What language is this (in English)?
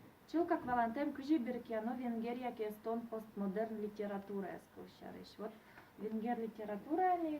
Udmurt